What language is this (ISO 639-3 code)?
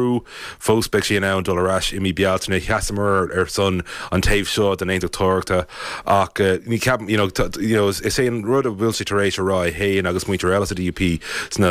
gle